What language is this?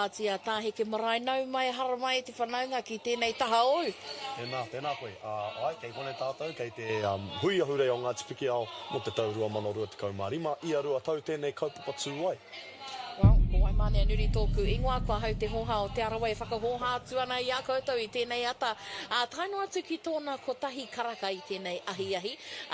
Māori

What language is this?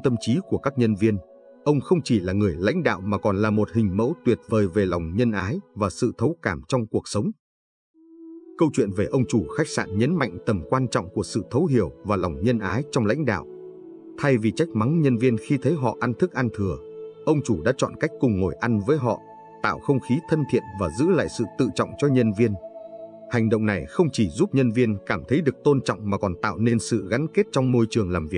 Vietnamese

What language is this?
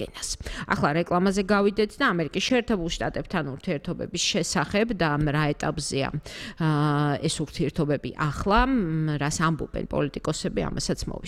Georgian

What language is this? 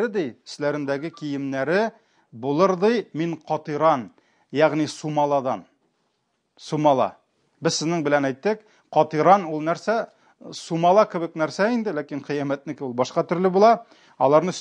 Tatar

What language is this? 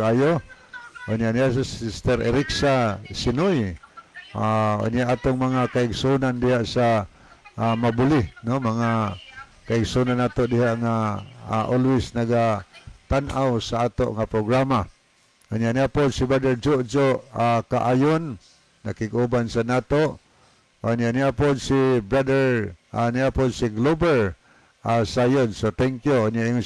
Cebuano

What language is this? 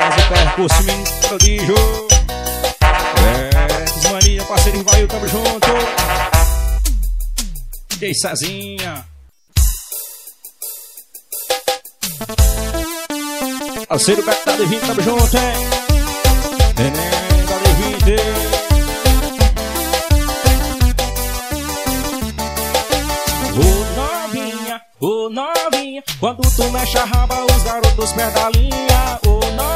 Portuguese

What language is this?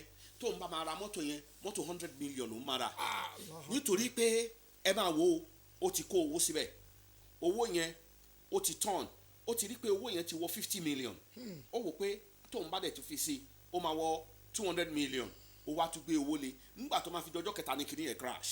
Yoruba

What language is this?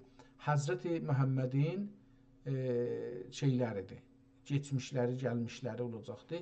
South Azerbaijani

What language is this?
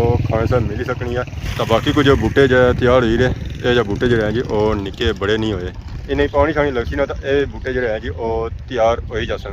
Pahari-Potwari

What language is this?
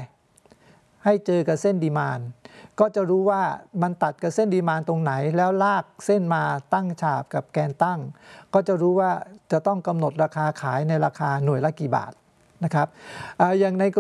Thai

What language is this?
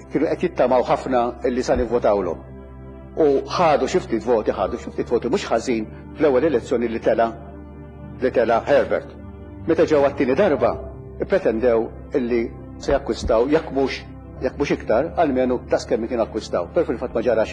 Maltese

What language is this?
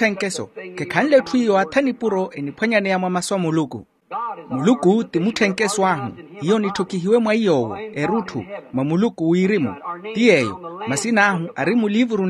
Makhuwa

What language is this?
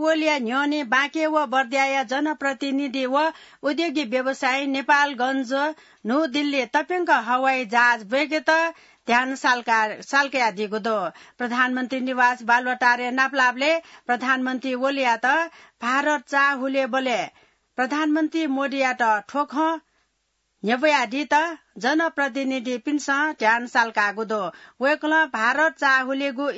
Newari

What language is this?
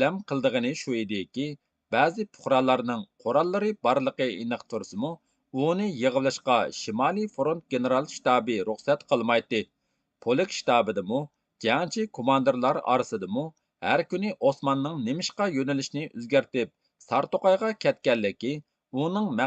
Uyghur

